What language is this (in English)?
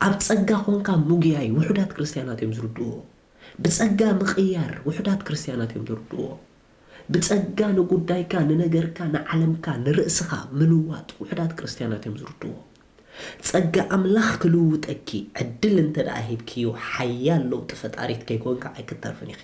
Tigrinya